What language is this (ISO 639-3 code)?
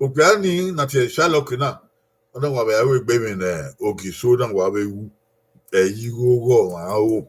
bin